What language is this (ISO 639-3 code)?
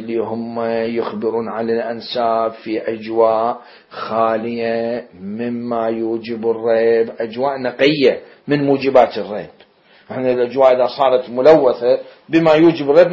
acm